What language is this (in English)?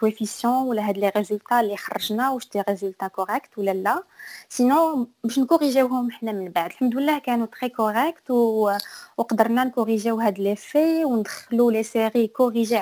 Moroccan Arabic